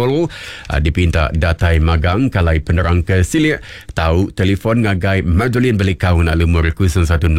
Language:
Iban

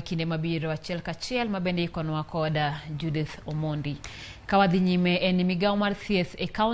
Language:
Luo (Kenya and Tanzania)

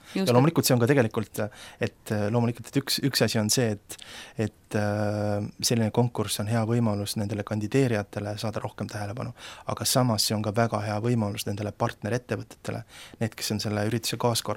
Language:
Estonian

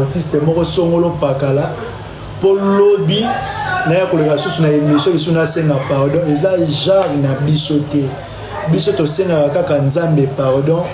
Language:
Lingala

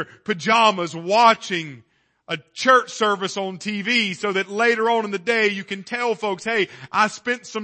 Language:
English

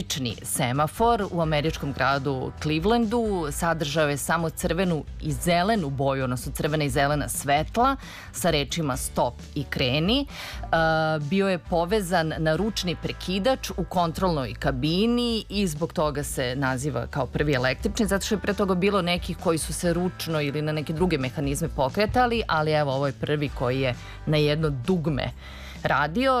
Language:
Serbian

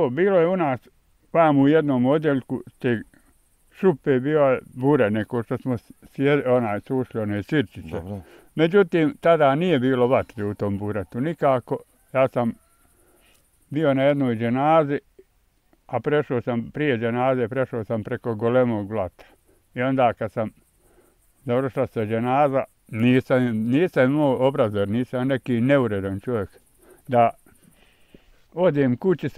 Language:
Bosnian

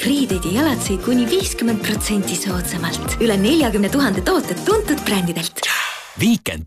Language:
Estonian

